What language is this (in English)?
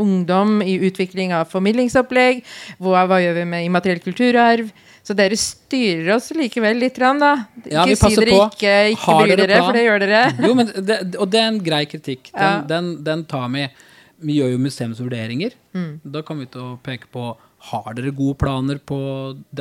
Norwegian